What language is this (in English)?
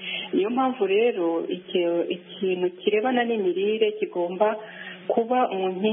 Kinyarwanda